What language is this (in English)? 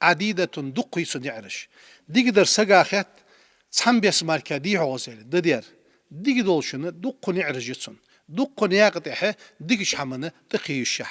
Ingush